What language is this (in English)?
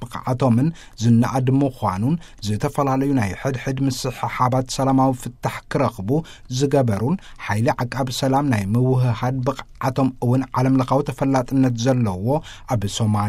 Tigrinya